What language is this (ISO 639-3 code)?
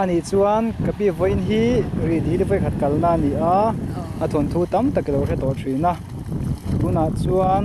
lus